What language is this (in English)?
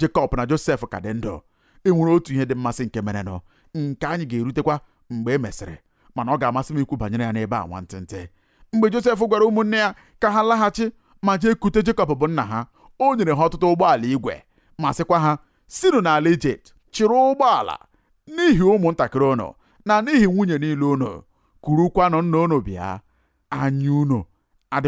Igbo